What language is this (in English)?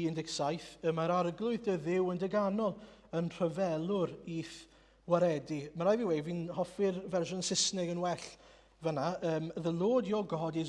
Welsh